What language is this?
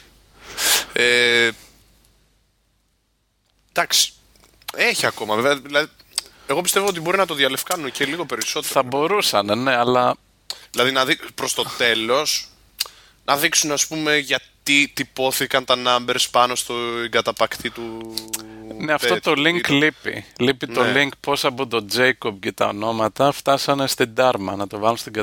Greek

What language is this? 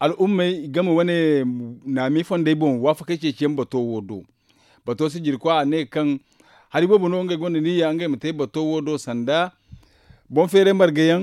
Zarma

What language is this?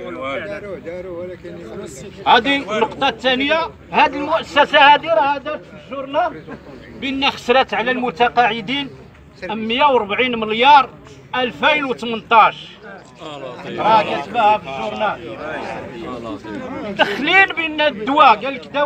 Moroccan Arabic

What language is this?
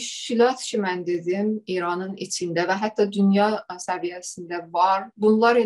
South Azerbaijani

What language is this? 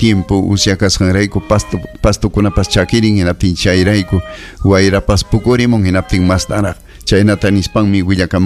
Ayacucho Quechua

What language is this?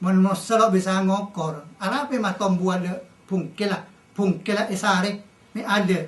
Madurese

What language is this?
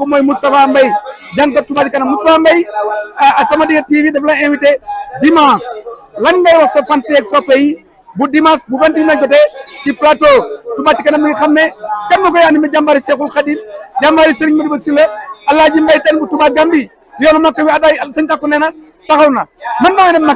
Wolof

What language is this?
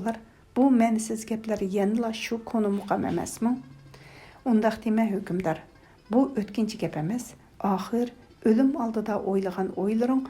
Uyghur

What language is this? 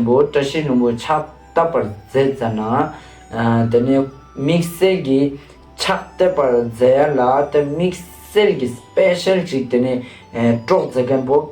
Ladakhi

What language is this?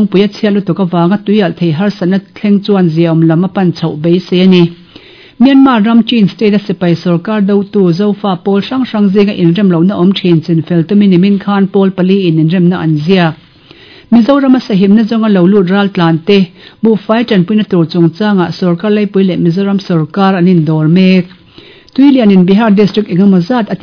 Mizo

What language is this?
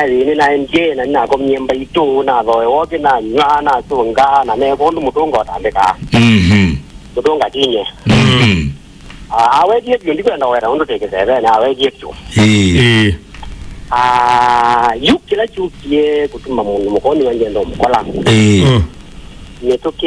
Kamba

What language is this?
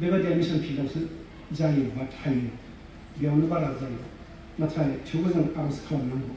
Bodo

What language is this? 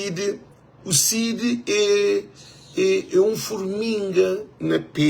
Kabuverdianu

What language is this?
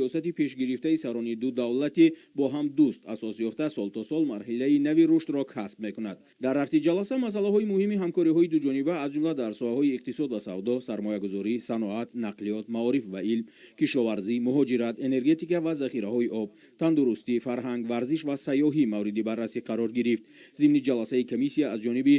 Tajik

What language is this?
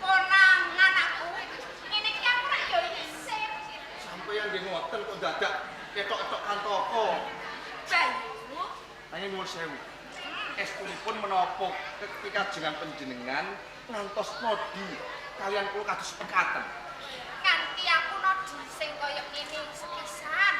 Javanese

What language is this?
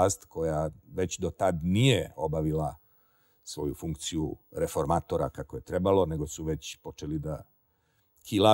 Serbian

